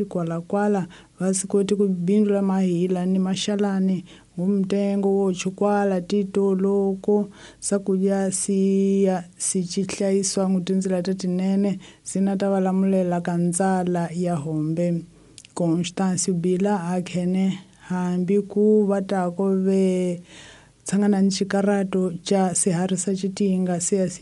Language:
Tsonga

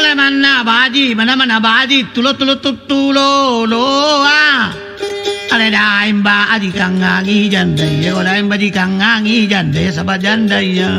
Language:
Makasar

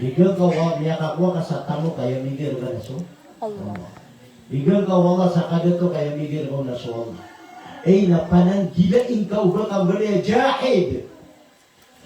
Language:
Maranao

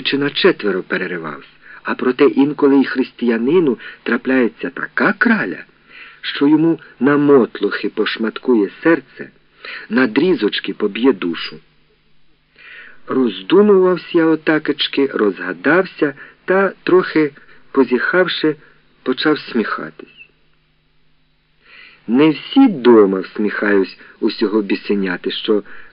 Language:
Ukrainian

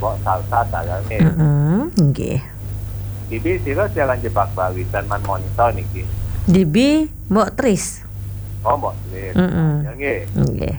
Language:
Balinese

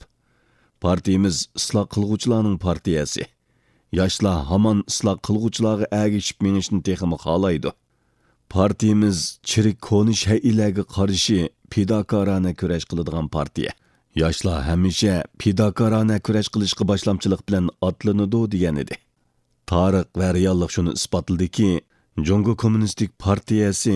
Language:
Uyghur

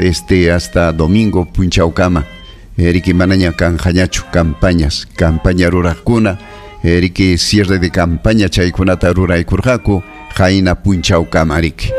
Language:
Ayacucho Quechua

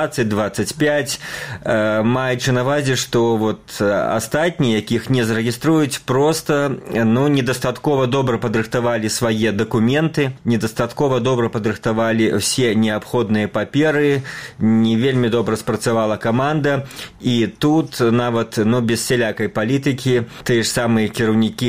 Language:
Belarusian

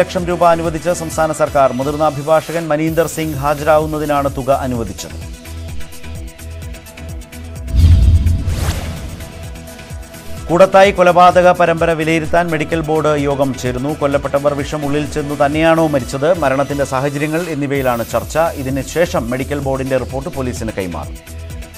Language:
Malayalam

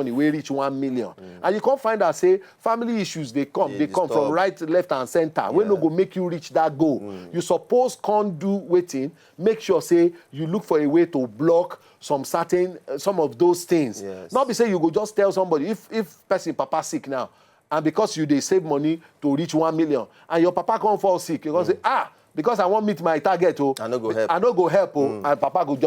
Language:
Nigerian Pidgin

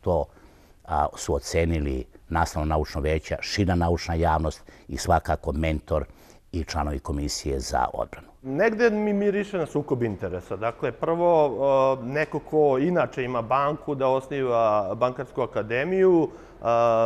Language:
Serbian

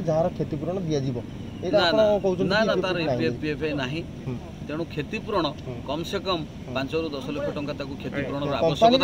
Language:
Odia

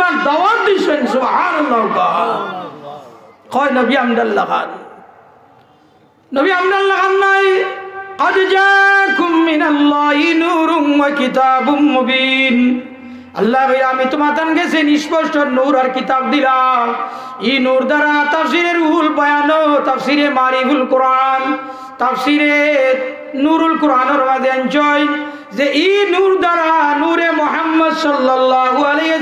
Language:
Bangla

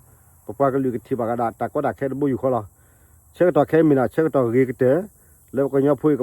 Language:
S'gaw Karen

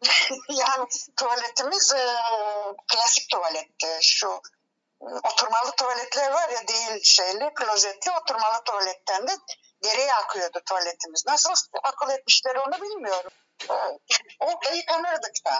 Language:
Turkish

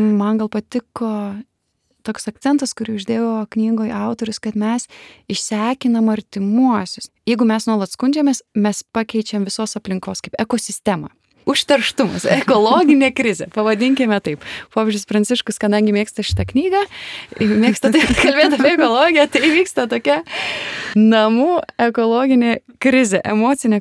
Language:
Lithuanian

